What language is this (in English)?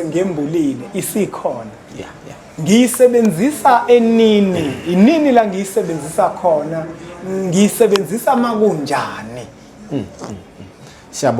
Zulu